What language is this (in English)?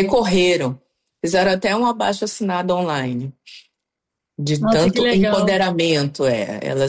Portuguese